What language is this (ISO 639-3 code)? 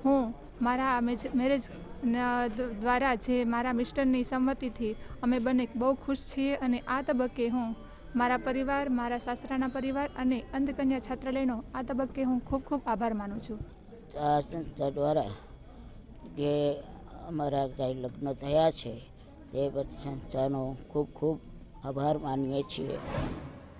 guj